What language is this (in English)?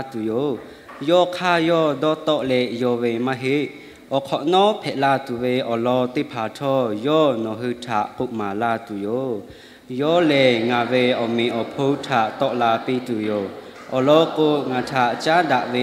Lahu